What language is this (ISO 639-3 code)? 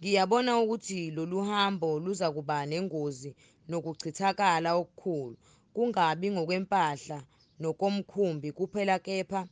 zul